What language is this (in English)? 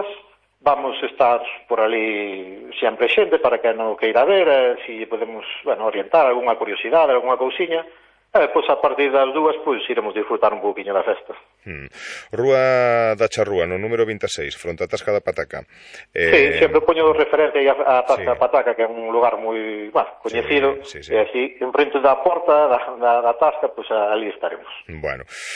Galician